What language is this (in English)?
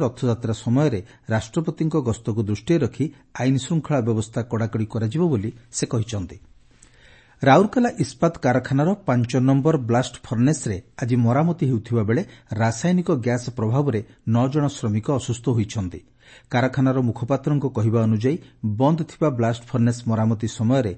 Odia